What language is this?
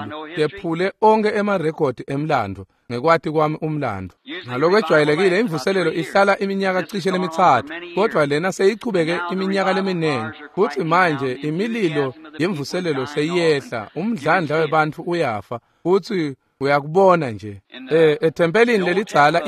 Swati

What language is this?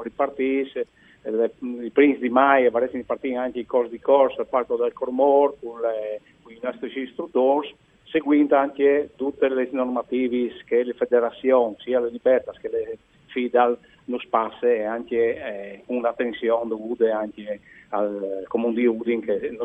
Friulian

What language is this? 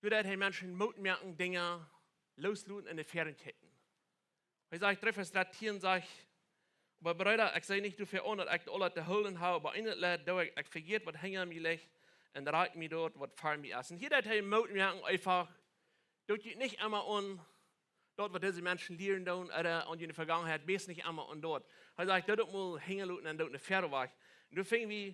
Plautdietsch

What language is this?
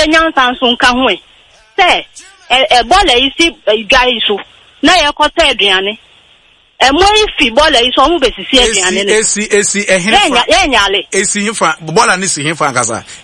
Akan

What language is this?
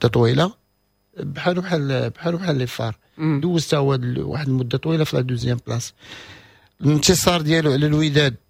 Moroccan Arabic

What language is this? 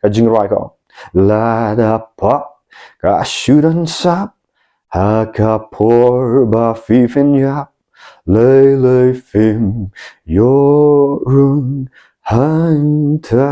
Khasi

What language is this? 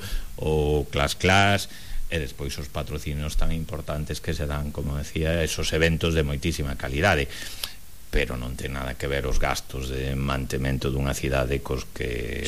Galician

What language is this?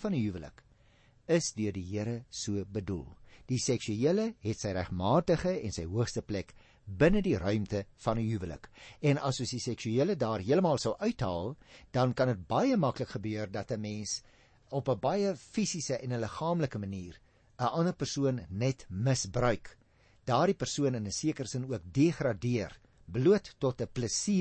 Afrikaans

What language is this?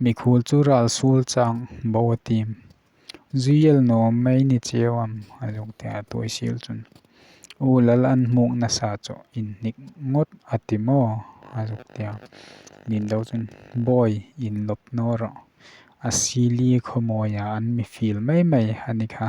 Hmar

